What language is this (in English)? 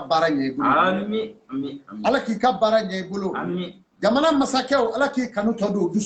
Bambara